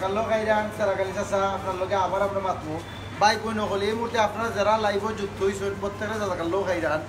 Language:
Sylheti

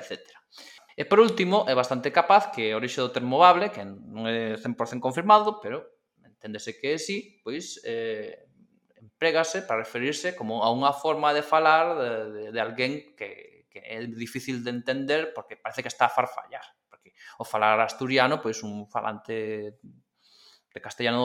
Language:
Galician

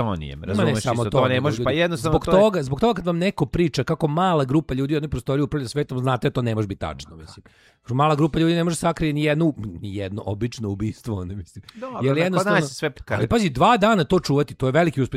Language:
Serbian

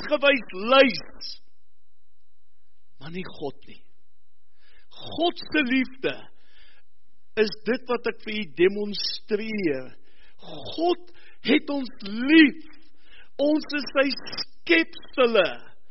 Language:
Afrikaans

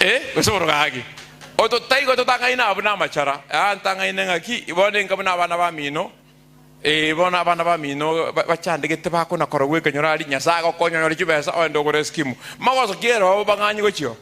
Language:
Gusii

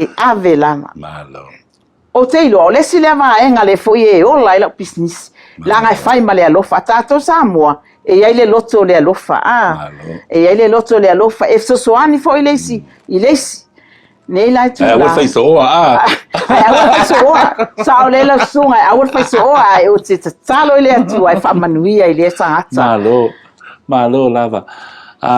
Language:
Samoan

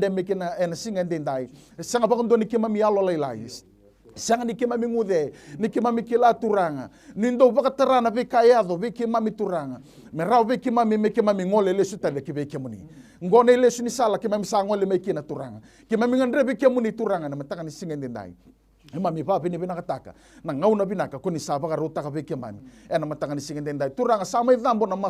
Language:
Fijian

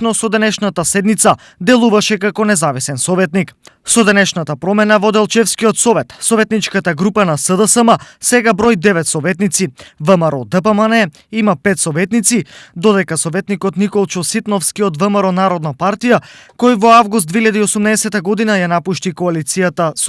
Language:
Macedonian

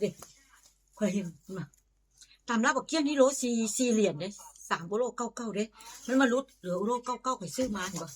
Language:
Northeastern Thai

